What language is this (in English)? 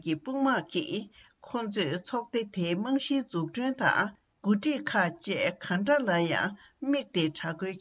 Tibetan